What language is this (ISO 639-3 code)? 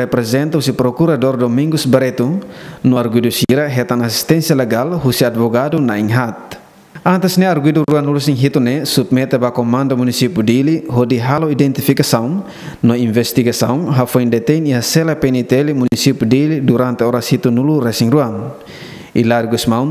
tet